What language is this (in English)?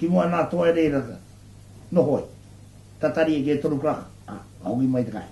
Māori